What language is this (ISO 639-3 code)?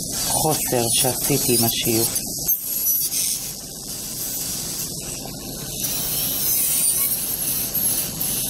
heb